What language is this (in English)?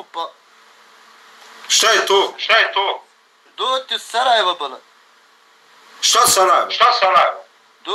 Bosnian